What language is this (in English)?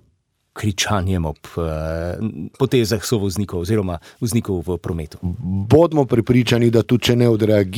Slovenian